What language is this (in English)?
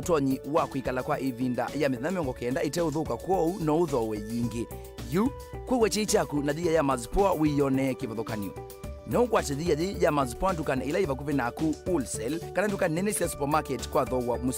Kamba